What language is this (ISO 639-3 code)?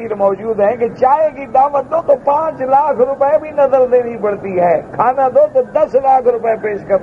urd